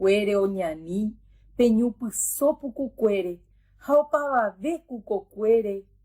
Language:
Guarani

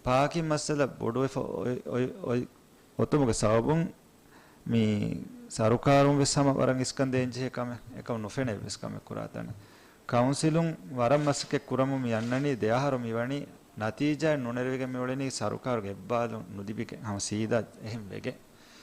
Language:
Divehi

